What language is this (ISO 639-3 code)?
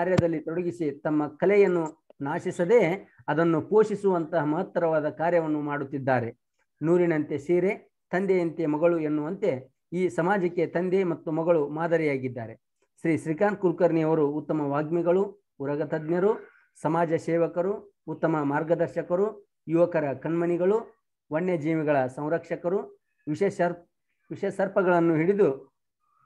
kan